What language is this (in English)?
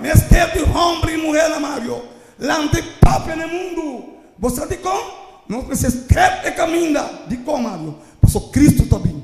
Papiamento